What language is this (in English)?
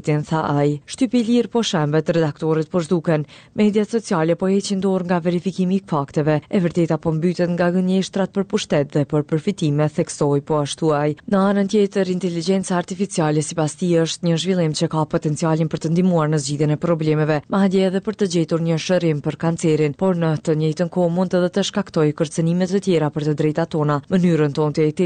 Albanian